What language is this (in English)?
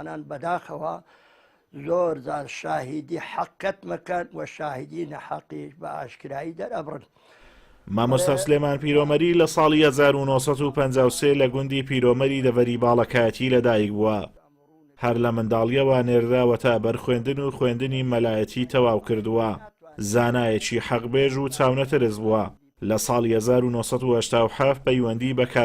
Central Kurdish